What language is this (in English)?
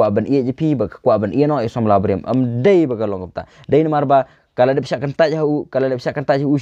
Khasi